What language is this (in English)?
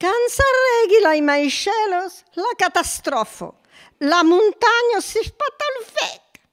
Occitan